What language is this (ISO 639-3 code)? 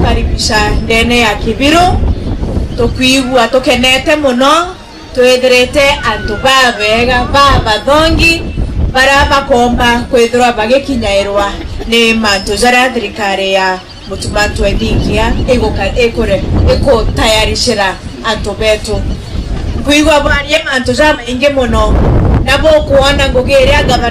mer